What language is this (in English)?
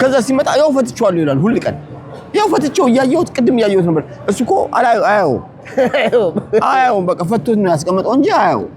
Amharic